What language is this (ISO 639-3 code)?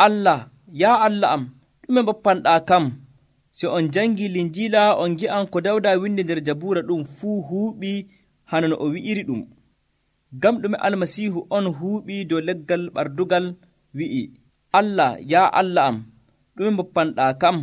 fuv